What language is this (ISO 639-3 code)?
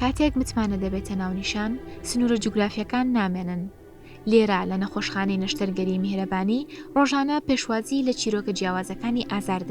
ckb